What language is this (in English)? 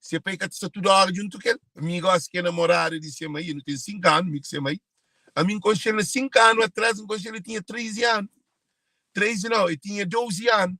Kabuverdianu